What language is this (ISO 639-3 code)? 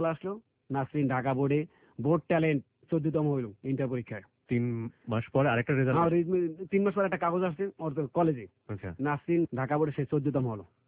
ben